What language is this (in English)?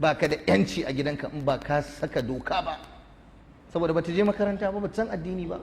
Hausa